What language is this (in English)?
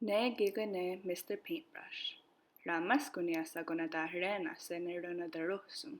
Mohawk